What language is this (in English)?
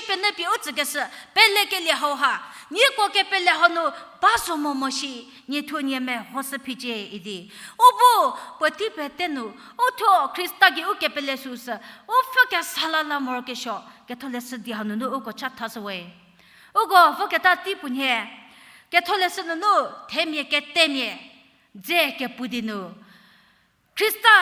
Angami Naga